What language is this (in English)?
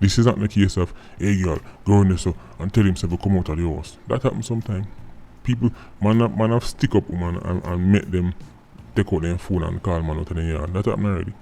Jamaican Creole English